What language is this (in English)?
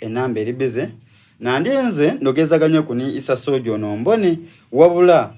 Soga